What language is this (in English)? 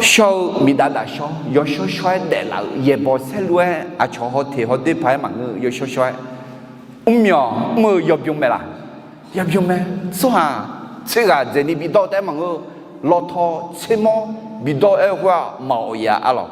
Akha